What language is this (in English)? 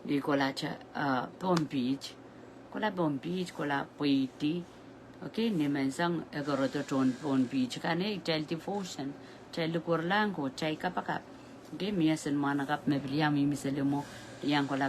Pohnpeian